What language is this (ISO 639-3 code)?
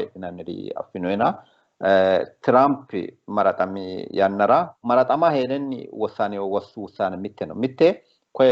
sid